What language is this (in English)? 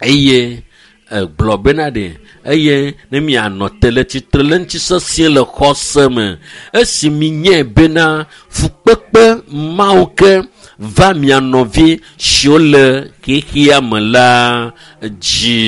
Ewe